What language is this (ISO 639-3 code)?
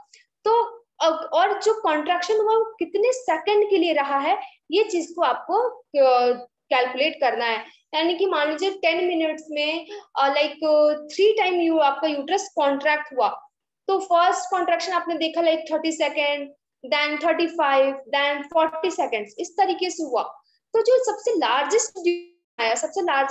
hin